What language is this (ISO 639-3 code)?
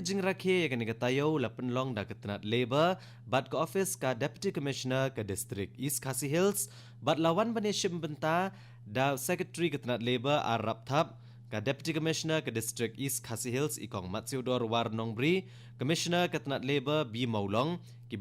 kha